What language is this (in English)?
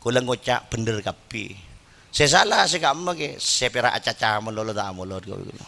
Madurese